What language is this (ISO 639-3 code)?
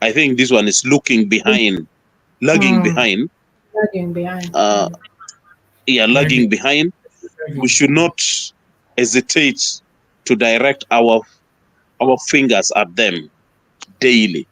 ach